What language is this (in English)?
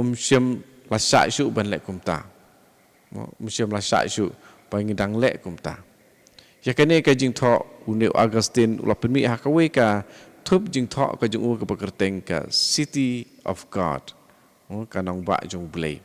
Khasi